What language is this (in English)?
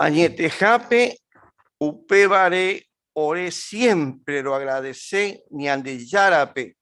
Guarani